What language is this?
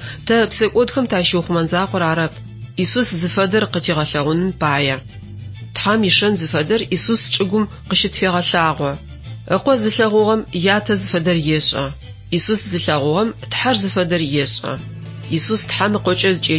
Adyghe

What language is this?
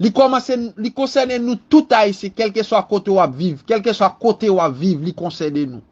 Haitian Creole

